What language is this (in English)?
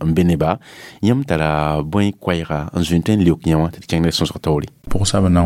Mossi